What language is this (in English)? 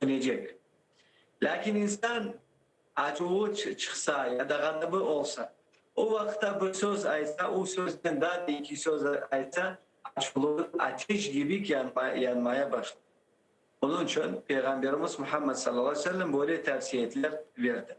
Crimean Tatar